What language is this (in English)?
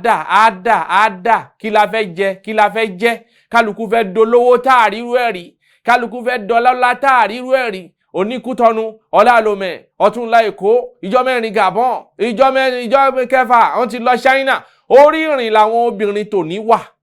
Yoruba